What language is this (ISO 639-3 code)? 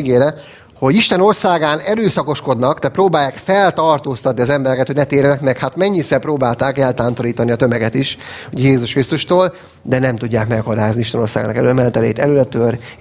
hun